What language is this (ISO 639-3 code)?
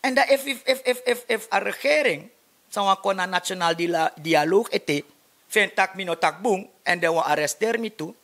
srn